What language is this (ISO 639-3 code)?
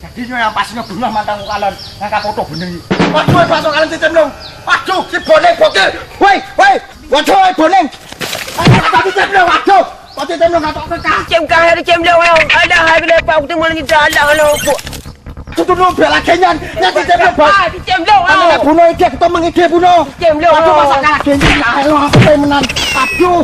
ace